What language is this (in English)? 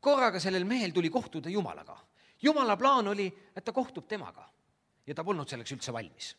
Estonian